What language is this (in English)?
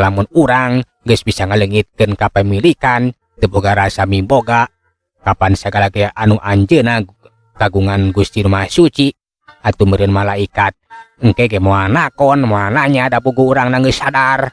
Sundanese